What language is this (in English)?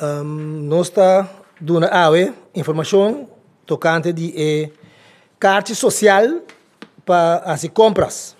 Papiamento